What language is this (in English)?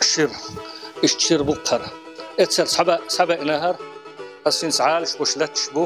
Chechen